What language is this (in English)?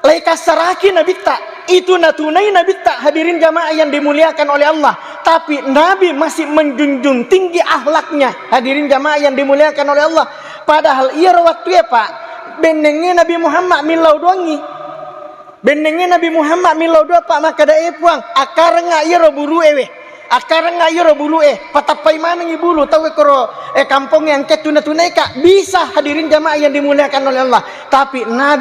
Buginese